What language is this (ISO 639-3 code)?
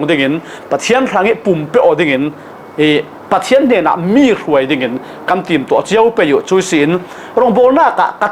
cfm